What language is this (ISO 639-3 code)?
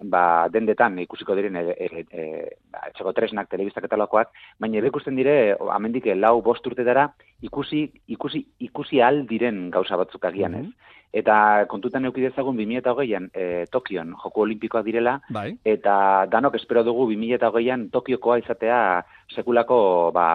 eus